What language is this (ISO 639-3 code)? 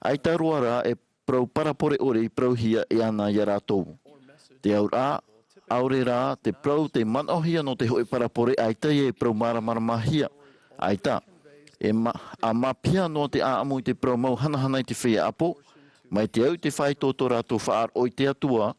tah